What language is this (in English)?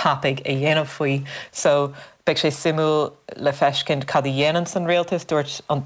Irish